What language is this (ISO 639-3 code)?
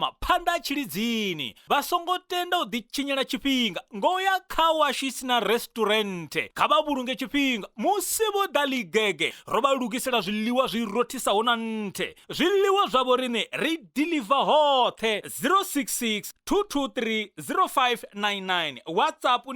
ven